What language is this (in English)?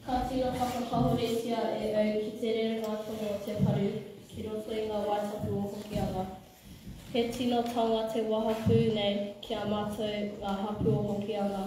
Māori